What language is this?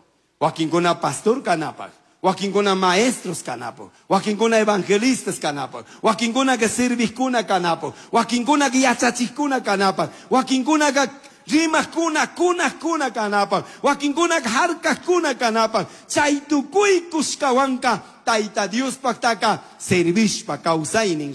Chimborazo Highland Quichua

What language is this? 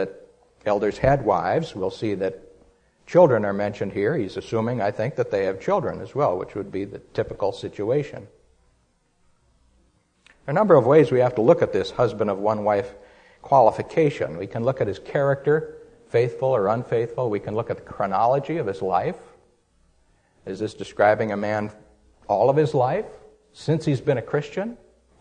English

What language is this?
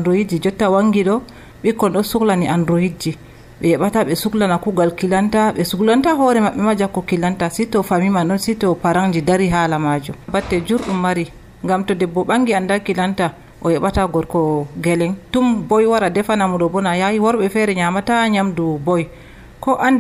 Nigerian Fulfulde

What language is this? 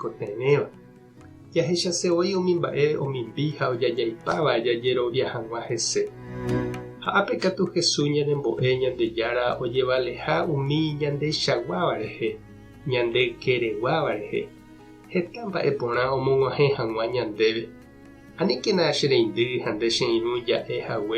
Guarani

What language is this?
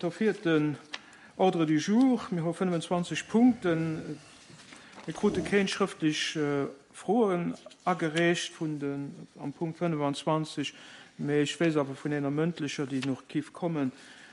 Luxembourgish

